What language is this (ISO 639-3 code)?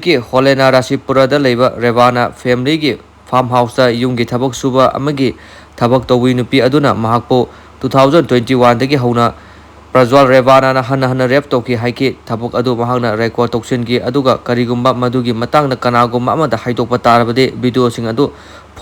mni